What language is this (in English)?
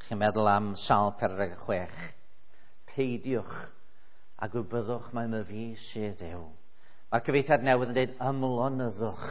Welsh